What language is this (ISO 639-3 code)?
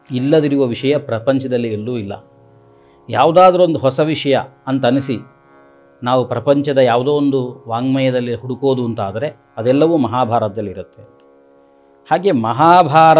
kan